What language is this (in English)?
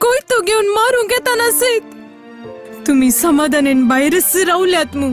Konkani